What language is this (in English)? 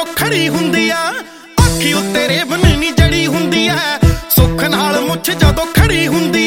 Punjabi